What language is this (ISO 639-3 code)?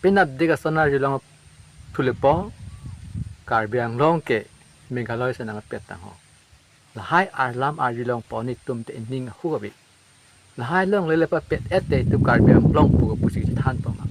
mjw